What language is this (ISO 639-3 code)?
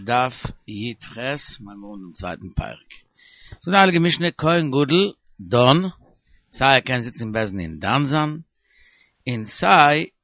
yid